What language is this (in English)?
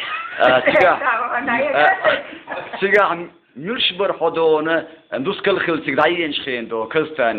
Chechen